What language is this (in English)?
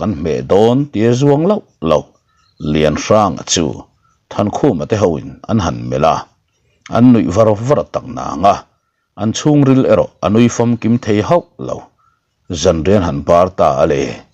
Mizo